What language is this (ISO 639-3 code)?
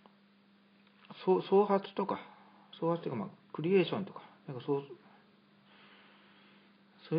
jpn